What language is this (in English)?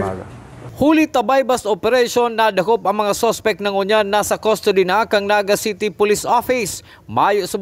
Bikol